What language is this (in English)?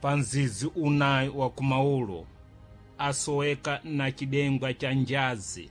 Sena